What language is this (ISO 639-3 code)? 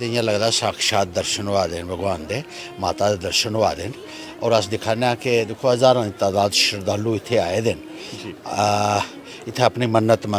doi